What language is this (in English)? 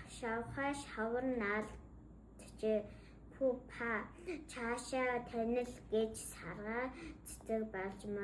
Mongolian